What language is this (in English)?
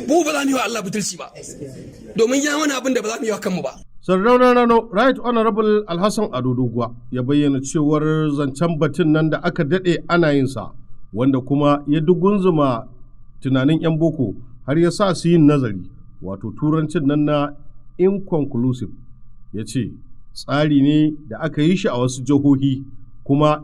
Hausa